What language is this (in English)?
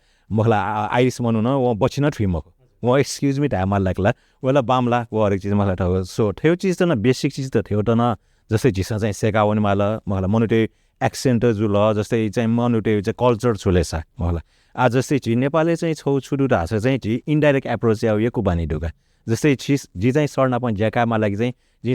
Newari